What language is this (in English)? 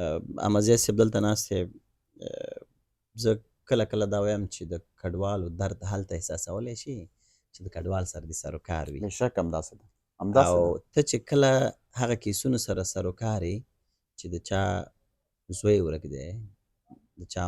Pashto